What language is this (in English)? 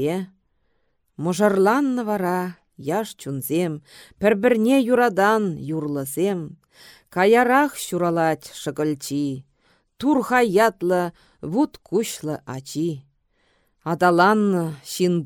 Chuvash